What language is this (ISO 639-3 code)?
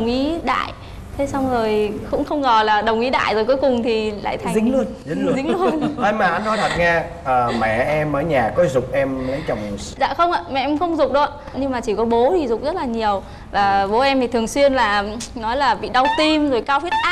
vie